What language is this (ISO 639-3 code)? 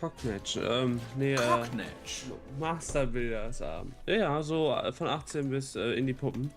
gsw